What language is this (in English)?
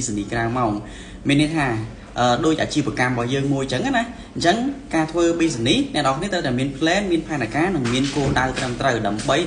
Khmer